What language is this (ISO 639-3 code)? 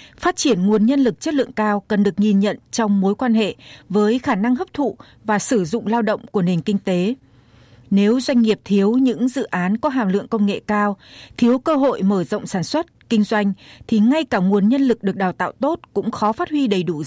vie